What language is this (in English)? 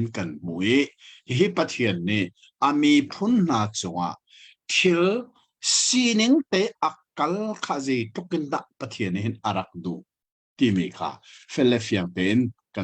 Hakha Chin